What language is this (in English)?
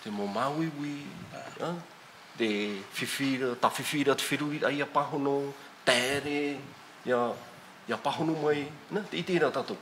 Tahitian